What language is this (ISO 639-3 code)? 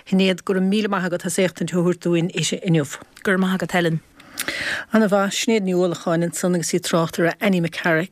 gle